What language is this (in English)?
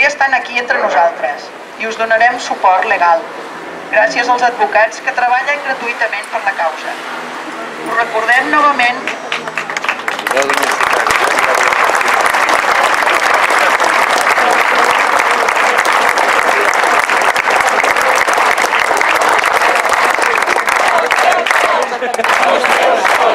Catalan